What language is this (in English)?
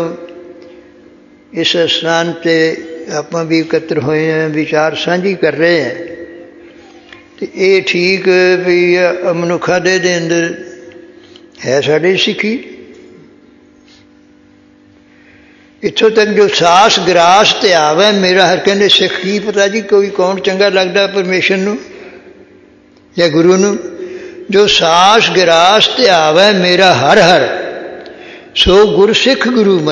Punjabi